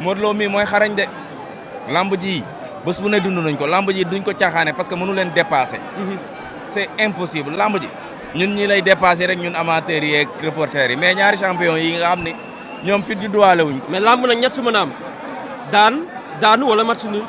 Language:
Wolof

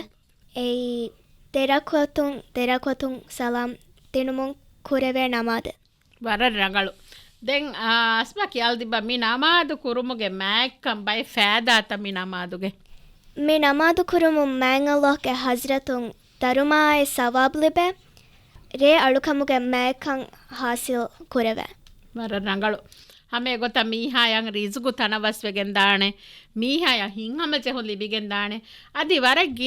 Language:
Divehi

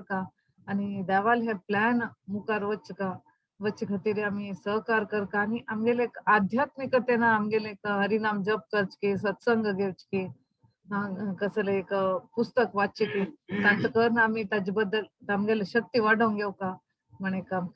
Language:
Konkani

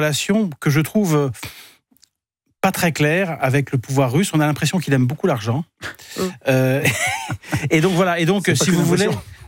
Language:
French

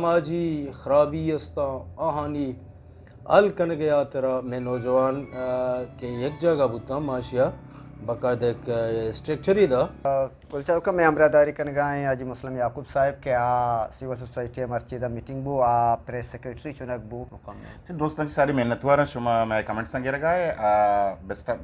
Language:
Eastern Balochi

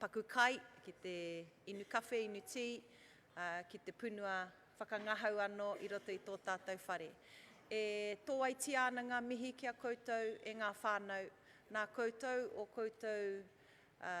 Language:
Māori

